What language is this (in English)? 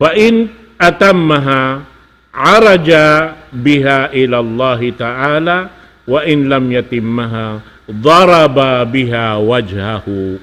Tausug